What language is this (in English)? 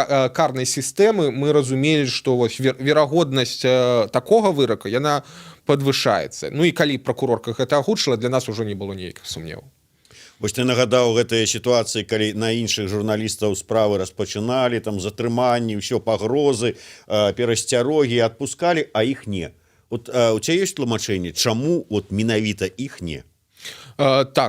Belarusian